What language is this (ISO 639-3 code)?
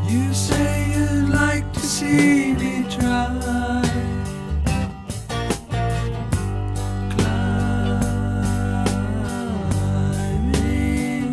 eng